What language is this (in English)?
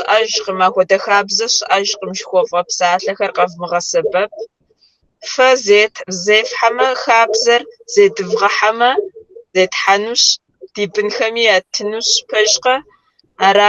Kabardian